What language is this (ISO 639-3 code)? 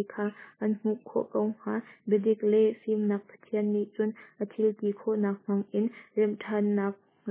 cnh